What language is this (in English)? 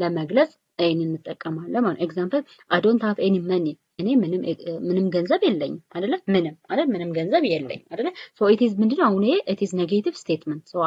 Amharic